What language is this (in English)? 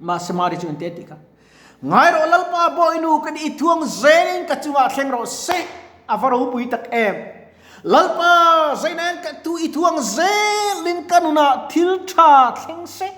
Mizo